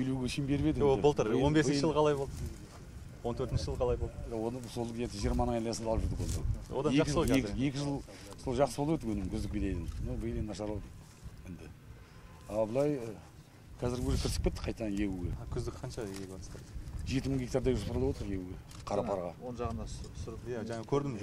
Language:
Kazakh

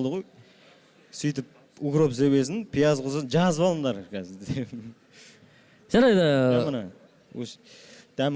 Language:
Kazakh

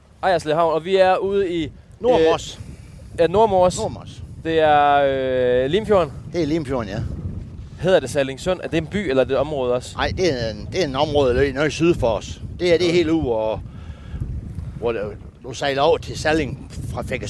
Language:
Danish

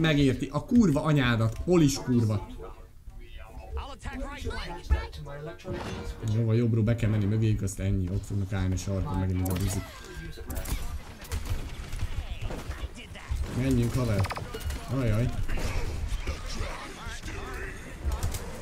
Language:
Hungarian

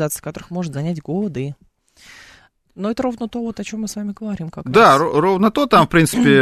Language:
Russian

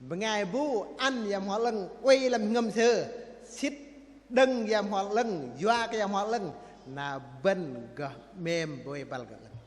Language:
Bahnar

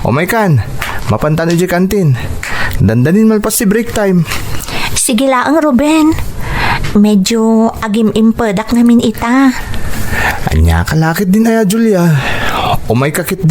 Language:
Iloko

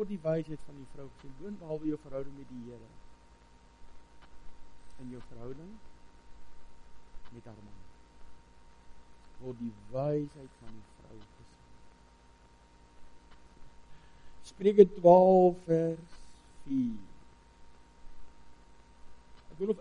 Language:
Afrikaans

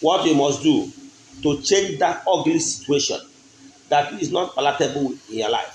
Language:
Igbo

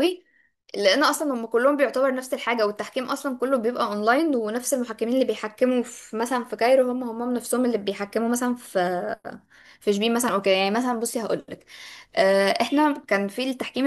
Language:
Egyptian Arabic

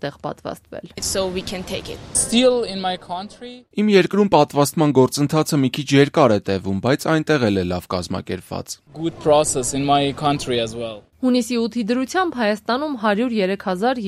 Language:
Armenian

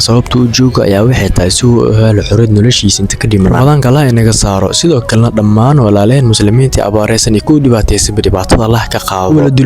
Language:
Somali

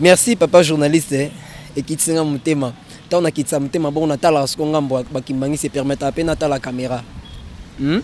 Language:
Lingala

